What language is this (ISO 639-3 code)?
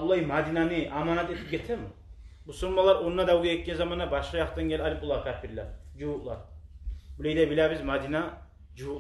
kum